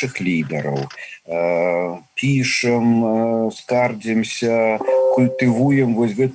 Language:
Belarusian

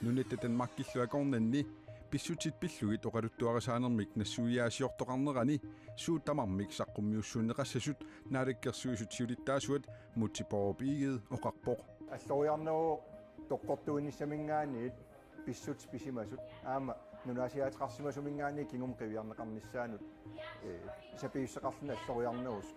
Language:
Kalaallisut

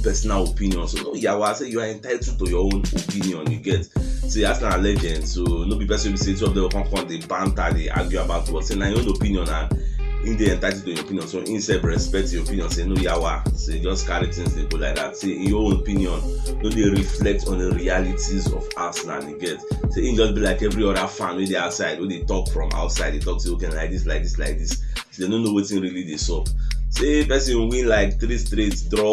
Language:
Nigerian Pidgin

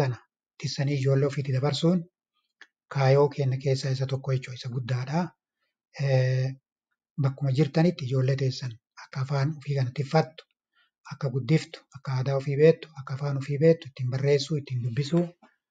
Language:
Oromo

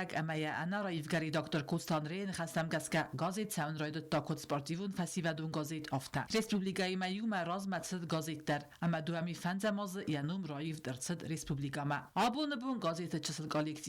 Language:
Ossetic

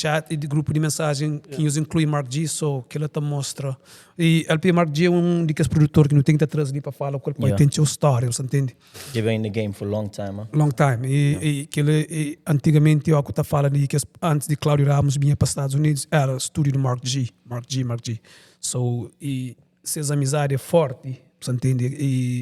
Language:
Kabuverdianu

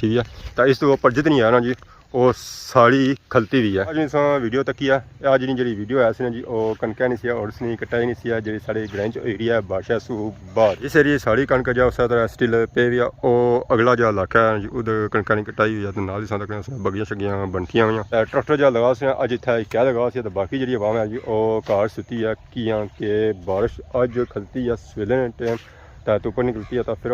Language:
Pahari-Potwari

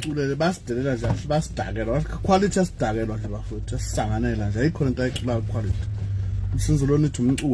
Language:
Zulu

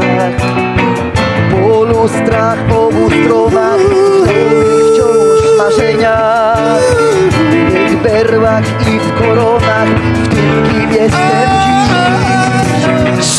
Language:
Polish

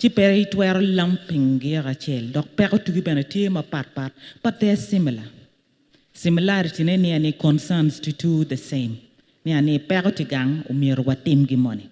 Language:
Acoli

